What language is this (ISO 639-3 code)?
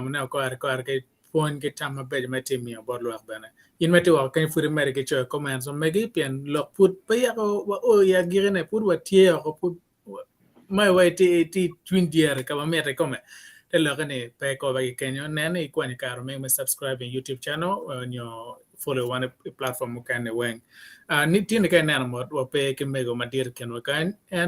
ach